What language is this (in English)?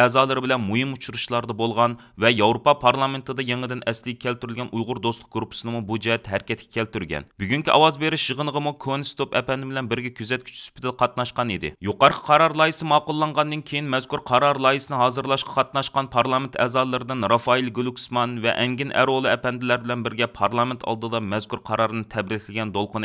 Uyghur